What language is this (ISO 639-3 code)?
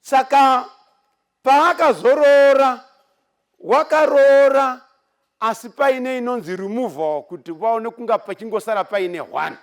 sna